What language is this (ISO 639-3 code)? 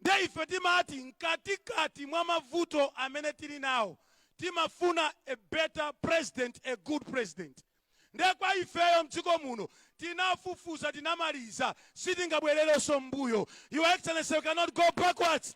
nya